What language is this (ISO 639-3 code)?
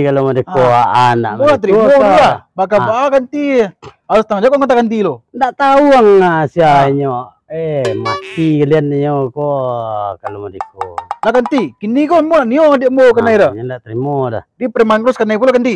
min